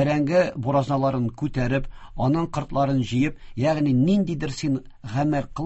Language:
Tatar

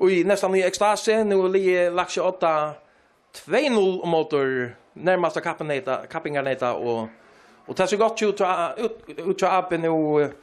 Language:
Faroese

